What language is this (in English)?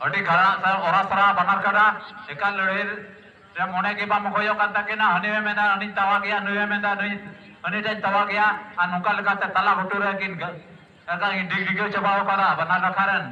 Santali